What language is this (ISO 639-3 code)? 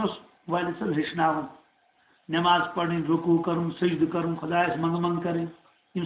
kas